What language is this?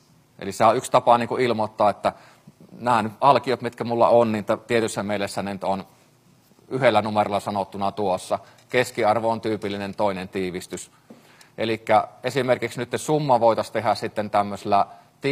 Finnish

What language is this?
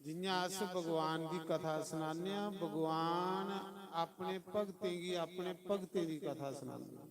Dogri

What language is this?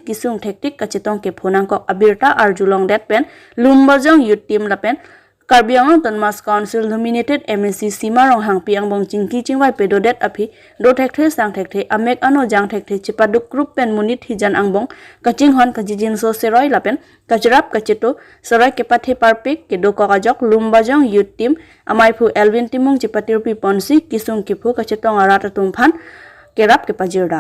Karbi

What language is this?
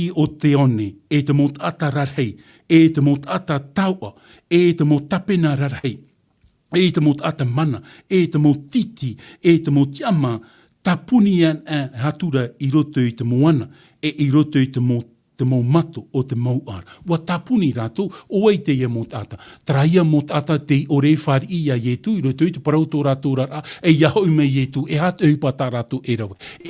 Tahitian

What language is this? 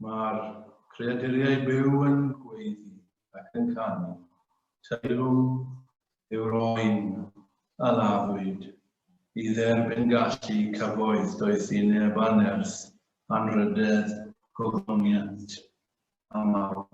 Welsh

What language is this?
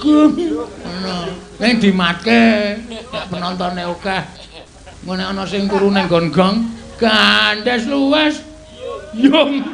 Javanese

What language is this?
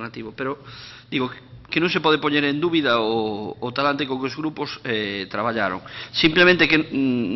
Galician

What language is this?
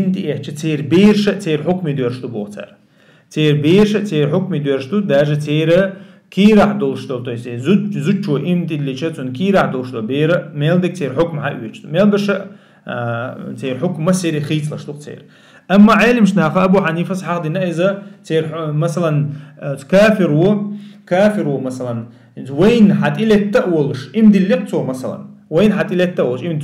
Chechen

